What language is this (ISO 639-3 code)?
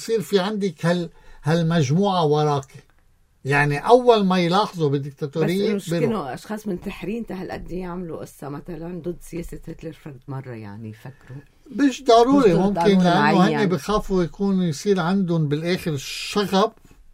apc